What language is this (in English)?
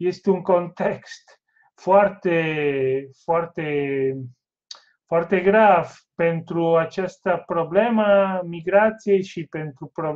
Romanian